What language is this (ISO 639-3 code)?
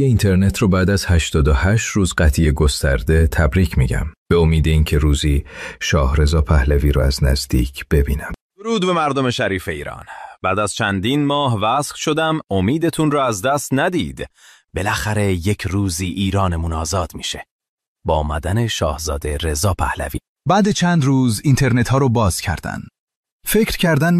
fas